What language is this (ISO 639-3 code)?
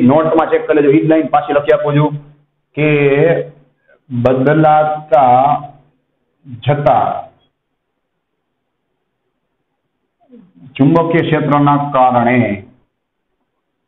guj